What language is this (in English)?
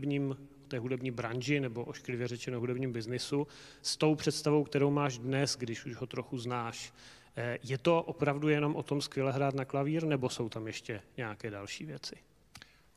Czech